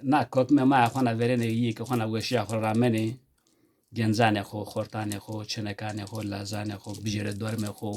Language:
Zaza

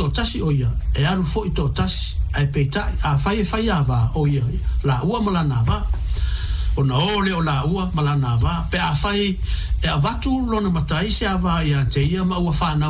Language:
Samoan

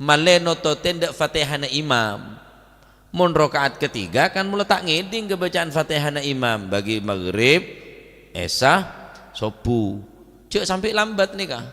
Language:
Madurese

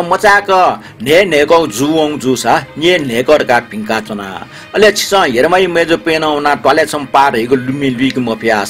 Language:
Newari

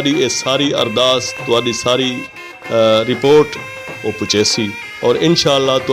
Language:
Saraiki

